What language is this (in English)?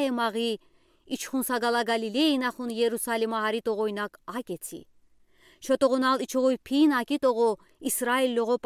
Udi